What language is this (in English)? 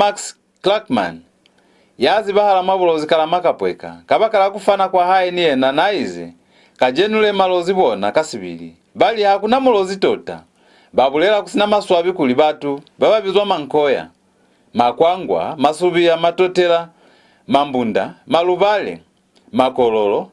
Lozi